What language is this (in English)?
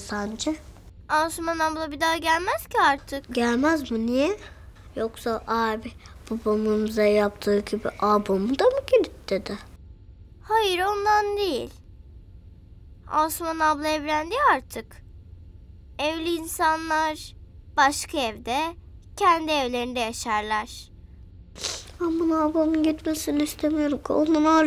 Turkish